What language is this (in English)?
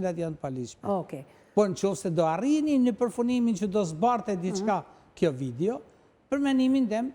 Albanian